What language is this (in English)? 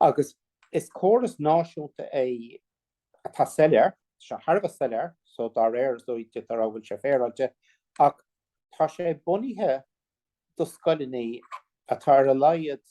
Irish